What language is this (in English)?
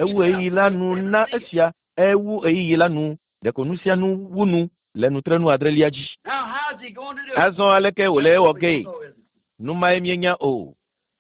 Ewe